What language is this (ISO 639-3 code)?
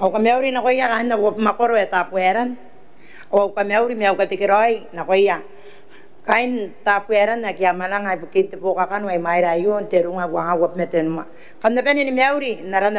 gil